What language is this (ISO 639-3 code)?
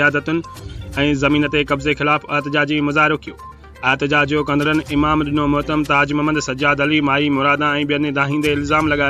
snd